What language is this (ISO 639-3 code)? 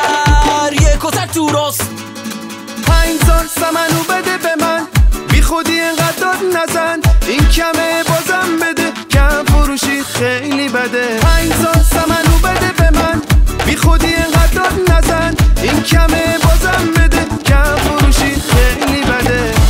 fas